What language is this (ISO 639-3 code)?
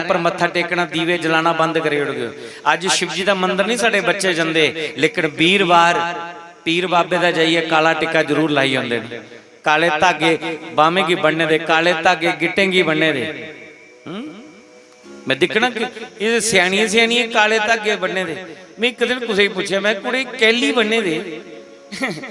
doi